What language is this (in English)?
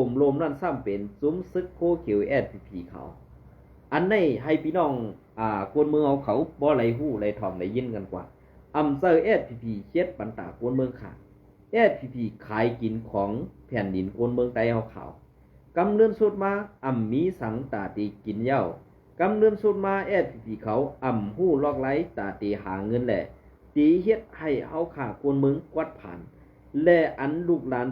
Shan